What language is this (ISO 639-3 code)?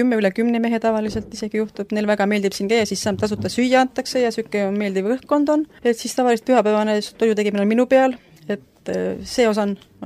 est